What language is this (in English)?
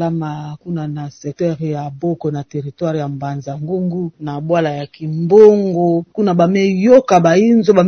Kituba (Democratic Republic of Congo)